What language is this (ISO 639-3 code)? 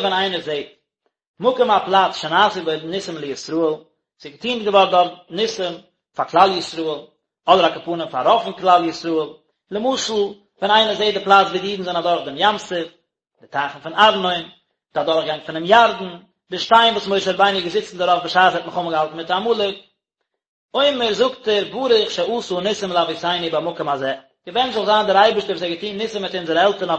yid